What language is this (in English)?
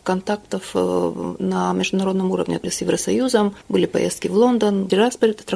Russian